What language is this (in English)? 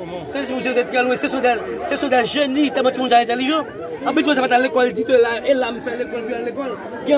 Haitian Creole